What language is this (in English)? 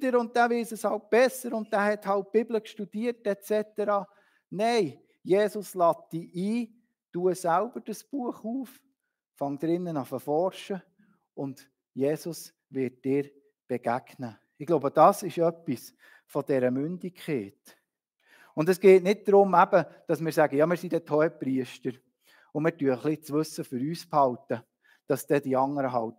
Swiss German